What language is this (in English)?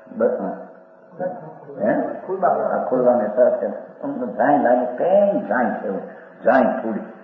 Gujarati